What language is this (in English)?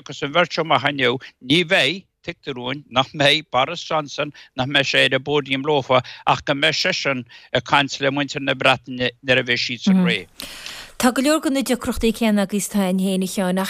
Irish